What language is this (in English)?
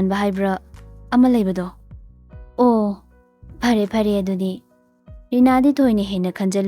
Manipuri